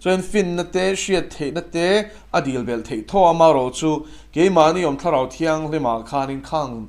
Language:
Mizo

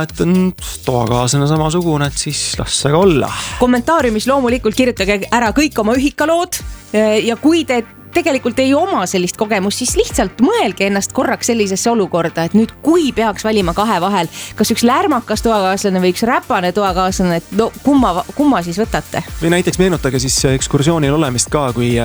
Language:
Estonian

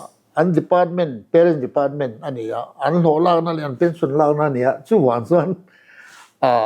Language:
Mizo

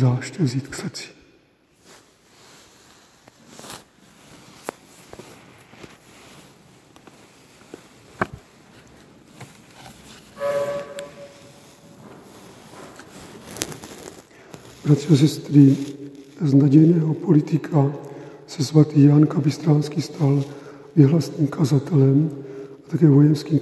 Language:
Czech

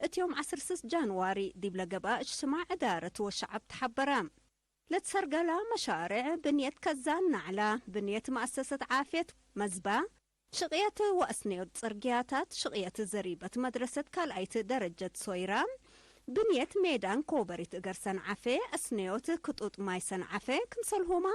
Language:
Tigre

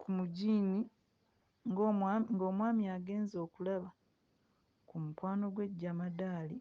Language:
Ganda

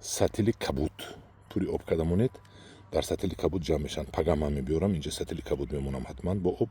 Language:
Tajik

